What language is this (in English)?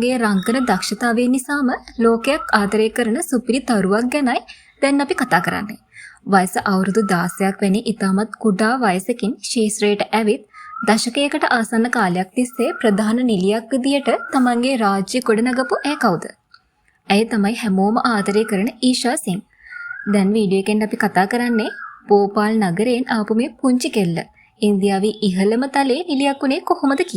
Sinhala